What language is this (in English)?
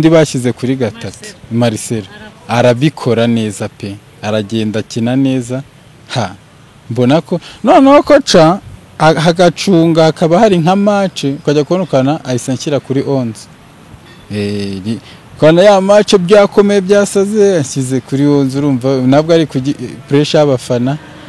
Kinyarwanda